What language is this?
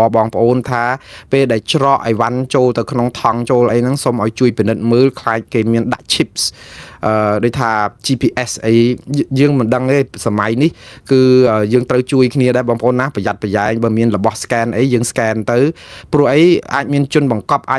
Khmer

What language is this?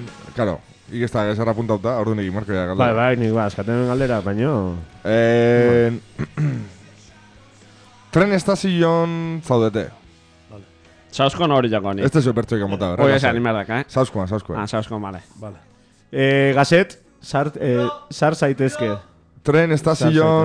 Basque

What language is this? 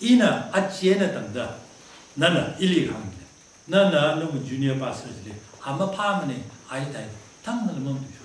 Tangkhul Naga (India)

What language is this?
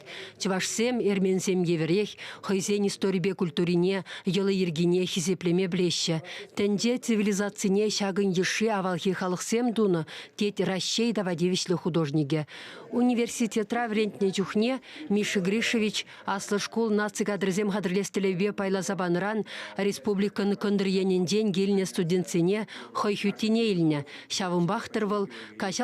Chuvash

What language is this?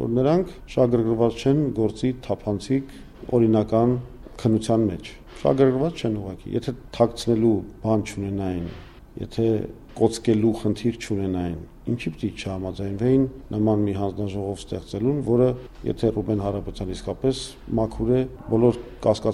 Armenian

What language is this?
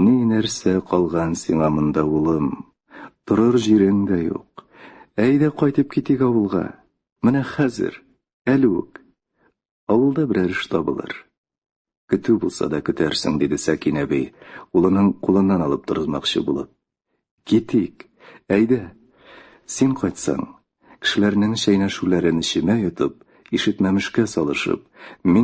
Tatar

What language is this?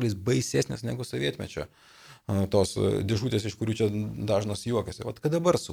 Lithuanian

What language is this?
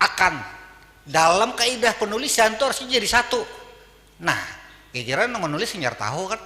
Banjar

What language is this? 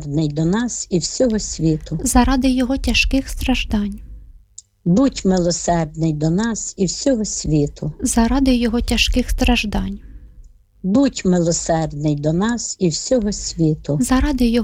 Ukrainian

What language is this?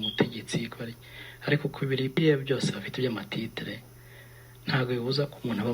Kinyarwanda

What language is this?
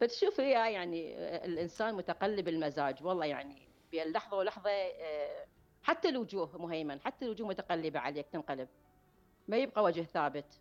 Mesopotamian Arabic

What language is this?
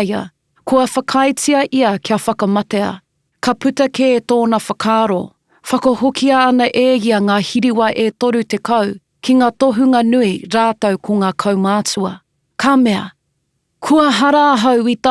Māori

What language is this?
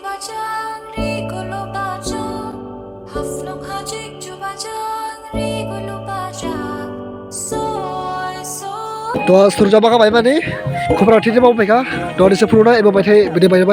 Dimasa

